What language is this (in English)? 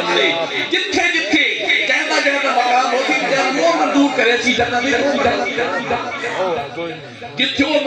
Punjabi